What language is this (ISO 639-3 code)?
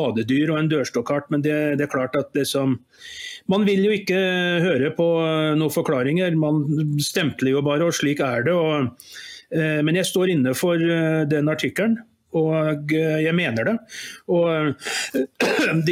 nor